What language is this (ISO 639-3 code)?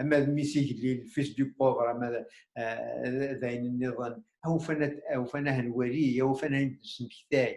kab